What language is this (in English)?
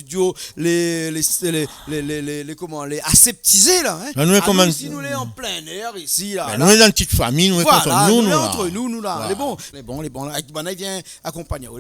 Réunion Creole French